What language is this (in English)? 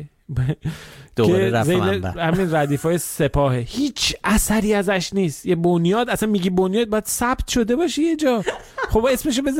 Persian